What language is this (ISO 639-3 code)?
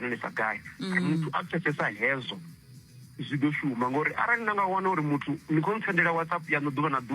ven